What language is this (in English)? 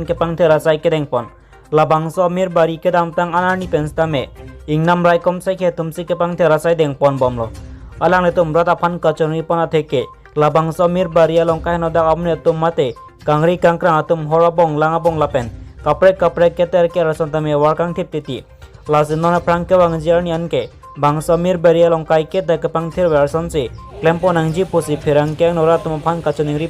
Karbi